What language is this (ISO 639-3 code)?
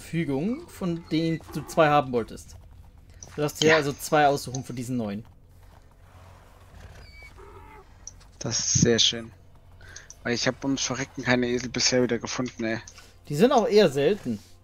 deu